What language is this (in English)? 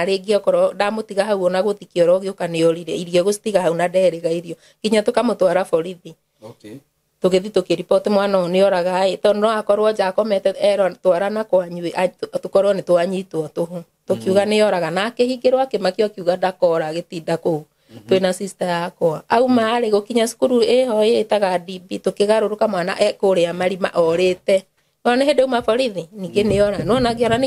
Kikuyu